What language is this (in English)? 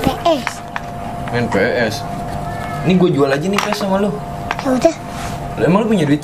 Betawi